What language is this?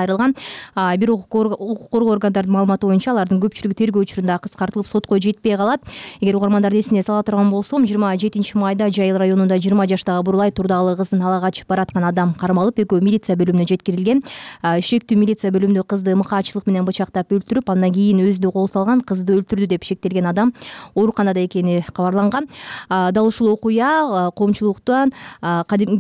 Kyrgyz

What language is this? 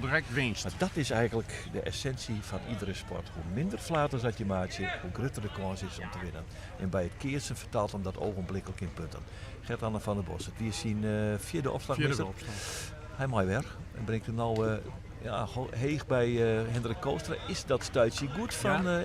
Western Frisian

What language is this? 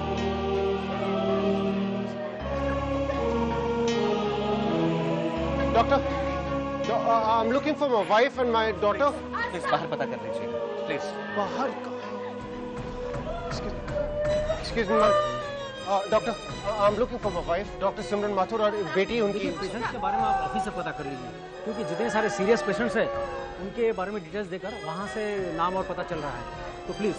Hindi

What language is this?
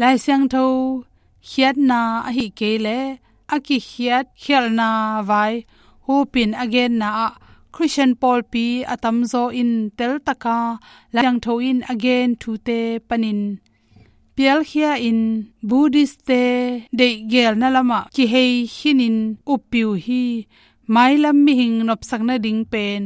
Tedim Chin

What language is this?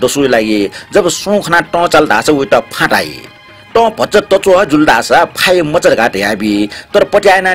Newari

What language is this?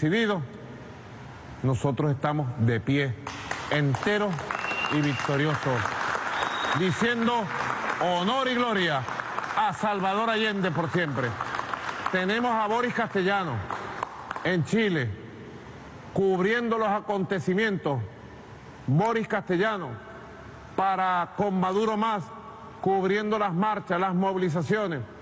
Spanish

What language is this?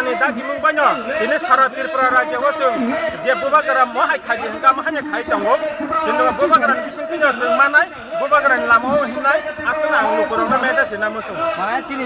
Kok Borok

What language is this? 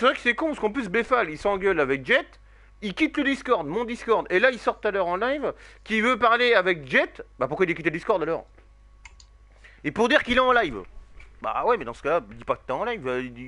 French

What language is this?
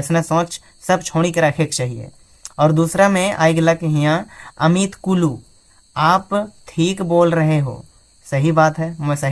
Sadri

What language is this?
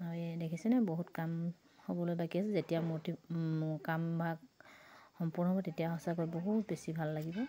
Assamese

